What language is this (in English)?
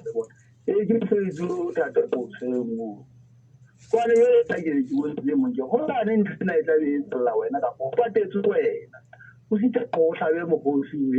Southern Sotho